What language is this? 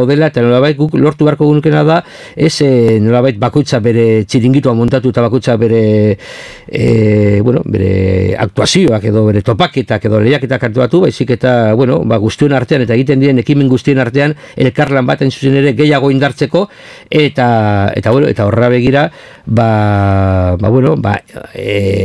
Basque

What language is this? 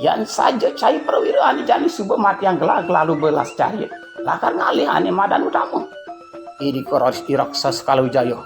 Balinese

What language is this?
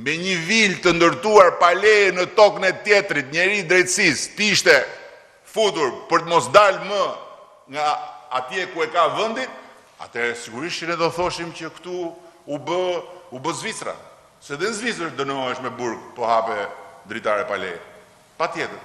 Albanian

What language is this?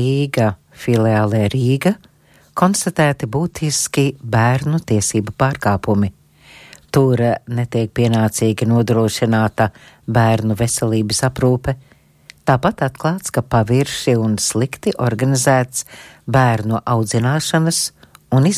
Latvian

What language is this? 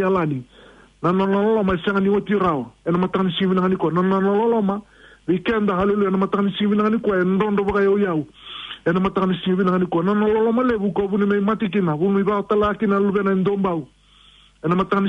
Fijian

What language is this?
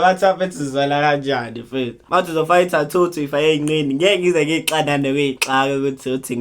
Zulu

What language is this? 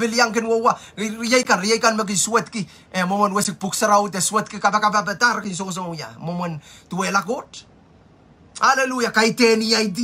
Pohnpeian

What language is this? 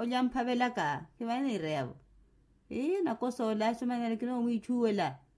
Makhuwa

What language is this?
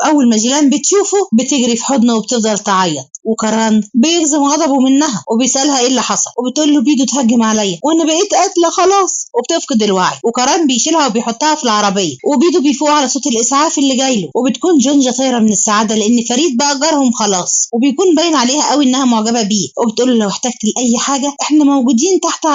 Egyptian Arabic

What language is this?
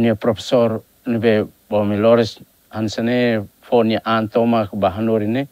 Tetum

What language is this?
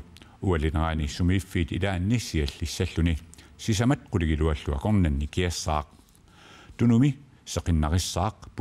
Kalaallisut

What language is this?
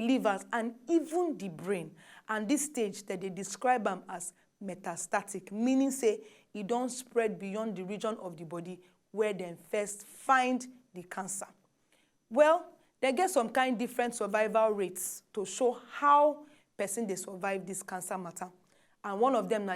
Nigerian Pidgin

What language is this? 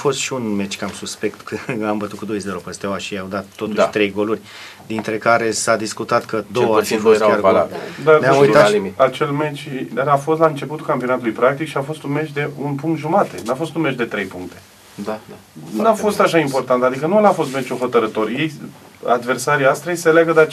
Romanian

